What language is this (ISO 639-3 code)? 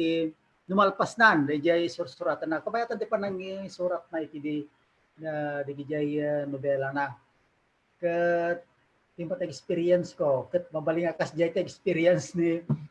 ilo